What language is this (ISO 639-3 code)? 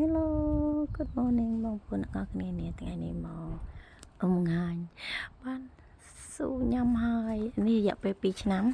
khm